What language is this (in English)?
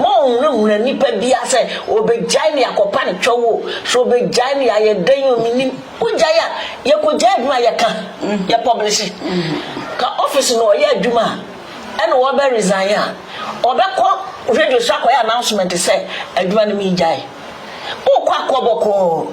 Akan